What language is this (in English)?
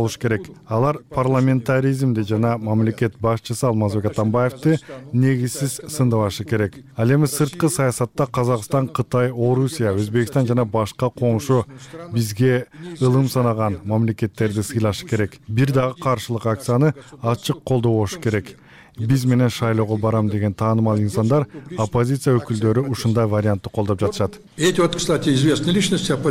Kyrgyz